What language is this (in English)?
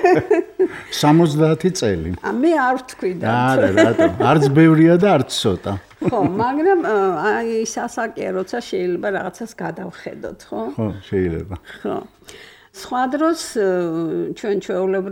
Georgian